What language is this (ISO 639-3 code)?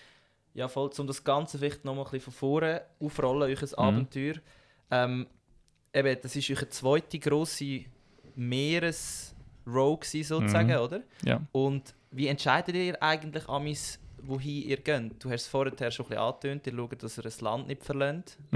gsw